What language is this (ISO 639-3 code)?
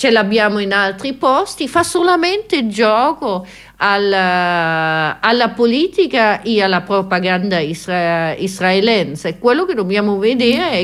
ita